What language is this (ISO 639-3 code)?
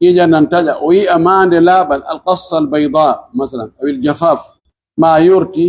fuf